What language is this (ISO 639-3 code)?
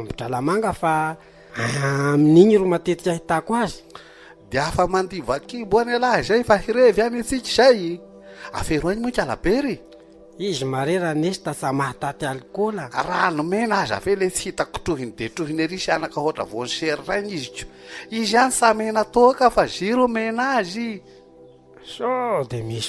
mlg